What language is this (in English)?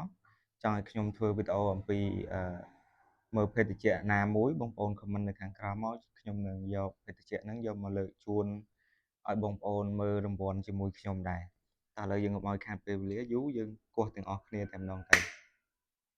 Khmer